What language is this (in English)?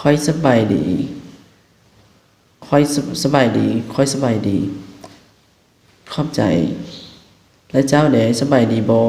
Lao